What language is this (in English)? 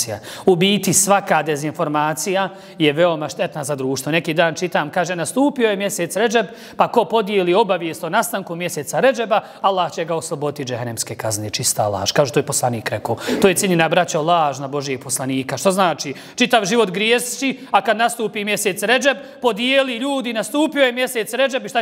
Bosnian